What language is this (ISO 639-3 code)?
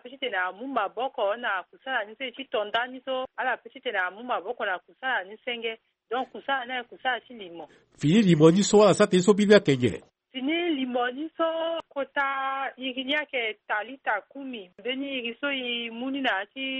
sag